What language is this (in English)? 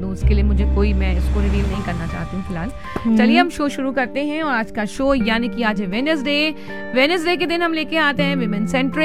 Hindi